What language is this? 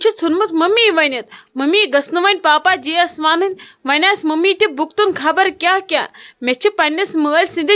Kashmiri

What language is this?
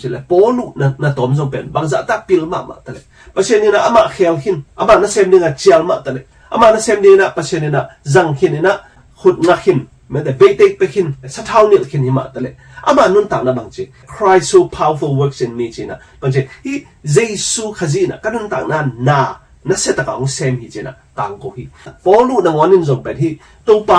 Tedim Chin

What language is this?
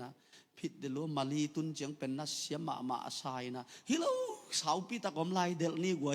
Tedim Chin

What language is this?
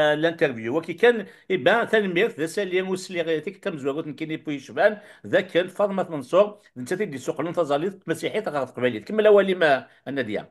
Kabyle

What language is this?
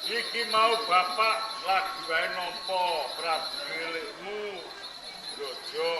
Javanese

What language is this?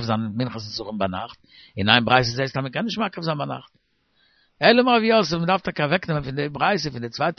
Yiddish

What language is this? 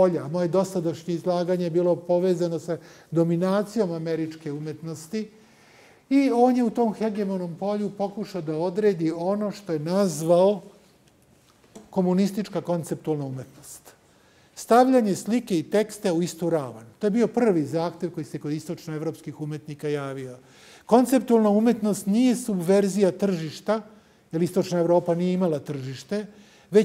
Serbian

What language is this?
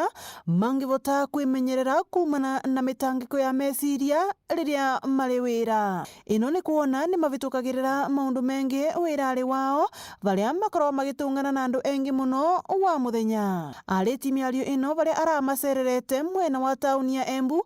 Meru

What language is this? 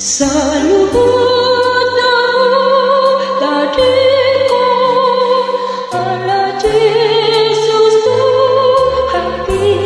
Batak Toba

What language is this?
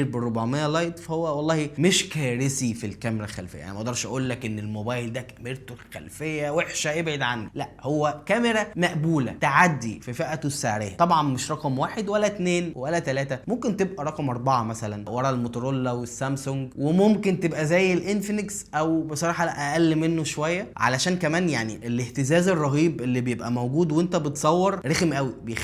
Egyptian Arabic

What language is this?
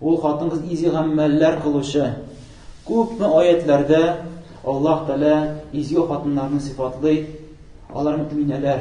Tatar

